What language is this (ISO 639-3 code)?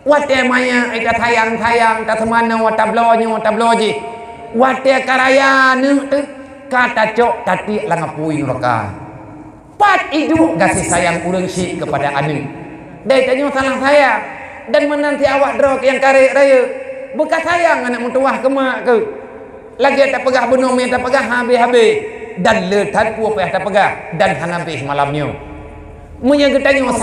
ace